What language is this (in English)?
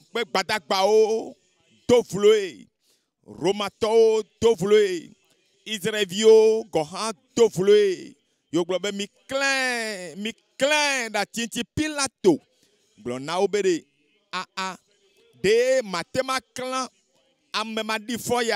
Ewe